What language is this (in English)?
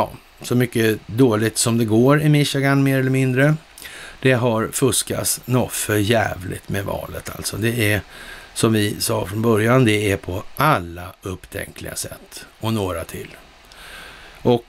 Swedish